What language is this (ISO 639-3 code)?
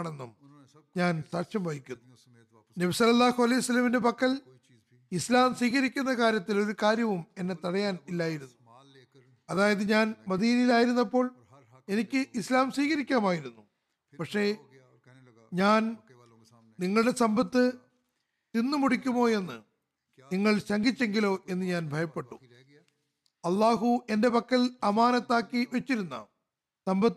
mal